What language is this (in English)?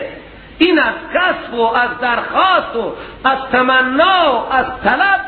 Persian